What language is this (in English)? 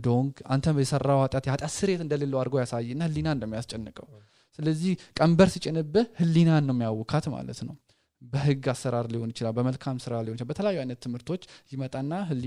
Amharic